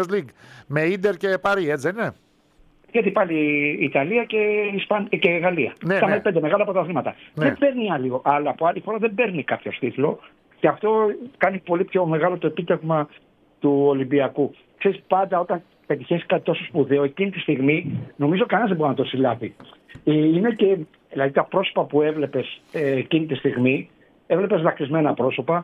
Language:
Greek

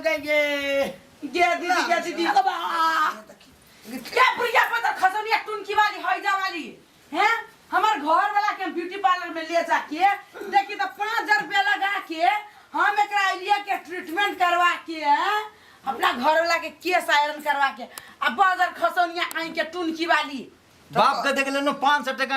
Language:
Maithili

